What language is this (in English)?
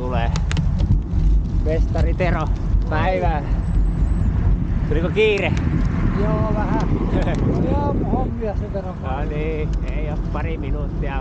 Finnish